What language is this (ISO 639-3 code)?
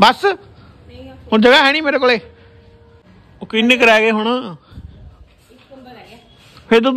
pan